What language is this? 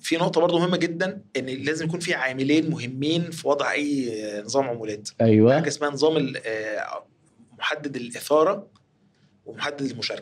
Egyptian Arabic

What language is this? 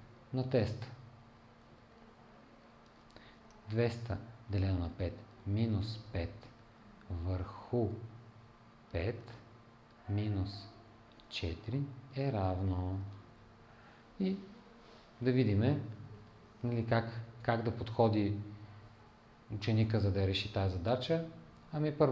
Bulgarian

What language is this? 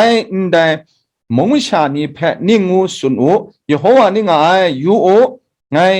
Kachin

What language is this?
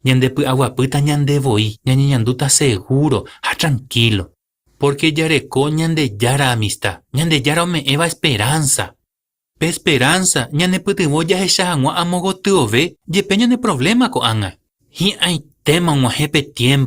Guarani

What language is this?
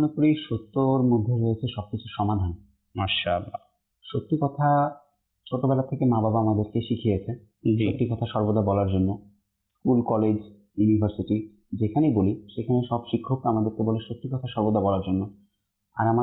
Bangla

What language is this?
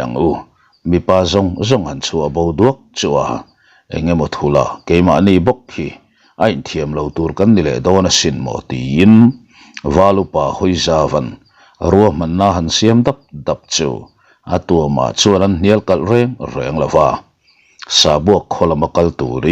Mizo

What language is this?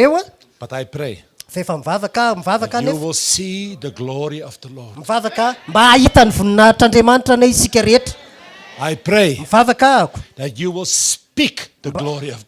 Malagasy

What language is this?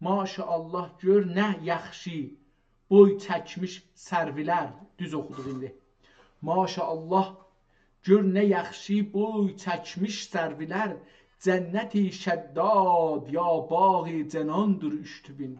South Azerbaijani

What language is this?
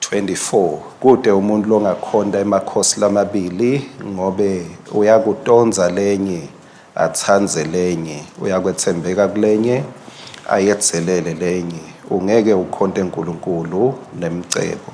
Swati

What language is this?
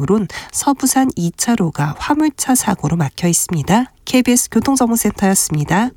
Korean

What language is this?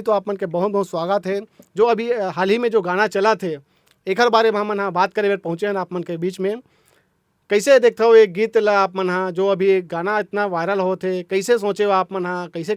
Chhattisgarhi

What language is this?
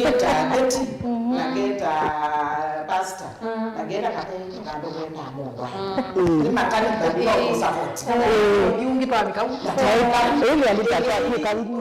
Kamba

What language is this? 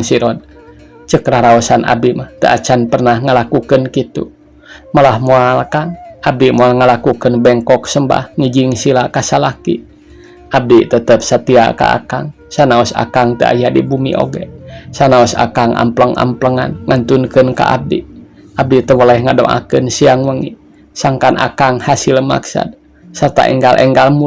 Sundanese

